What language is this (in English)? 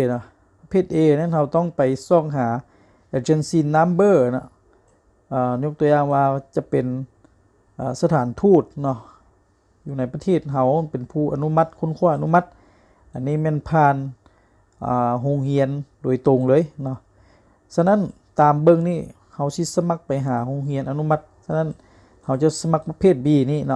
Lao